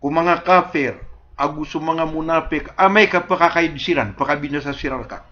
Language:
Maranao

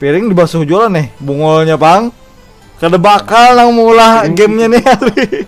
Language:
Banjar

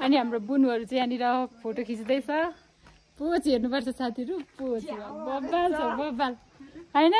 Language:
Nepali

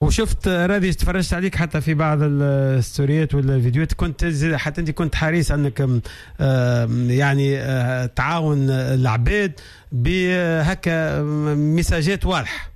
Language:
Tunisian Arabic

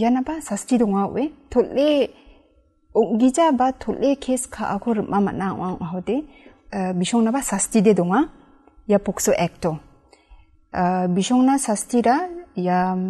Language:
Garo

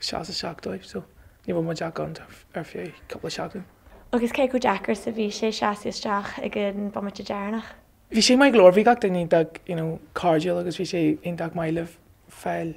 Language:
Irish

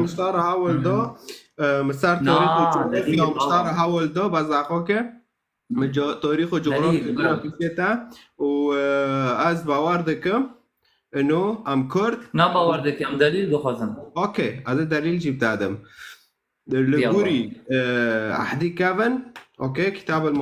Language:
Kurdish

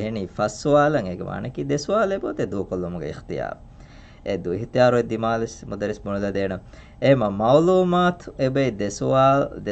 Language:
Divehi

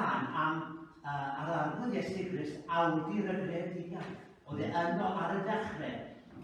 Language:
Welsh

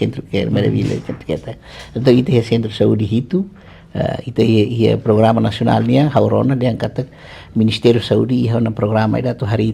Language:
Tetum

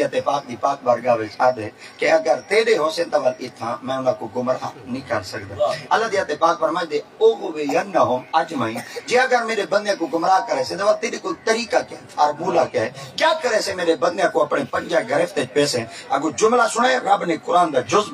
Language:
Saraiki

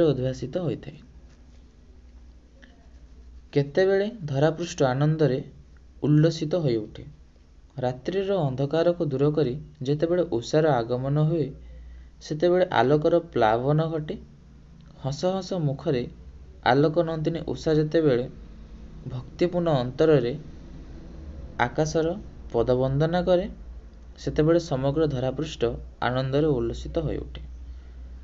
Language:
Odia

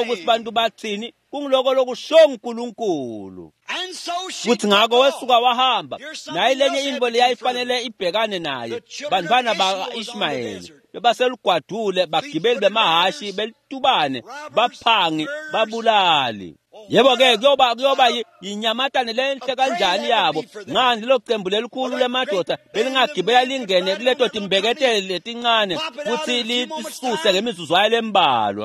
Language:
Swati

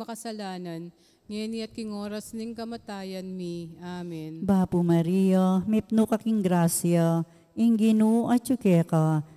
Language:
Pampanga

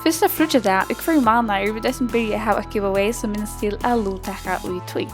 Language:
Faroese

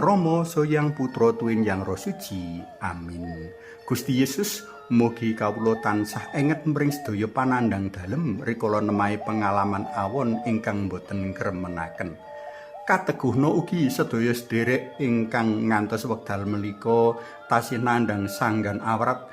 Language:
Javanese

